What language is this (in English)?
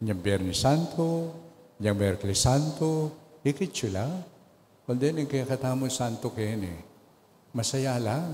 Pampanga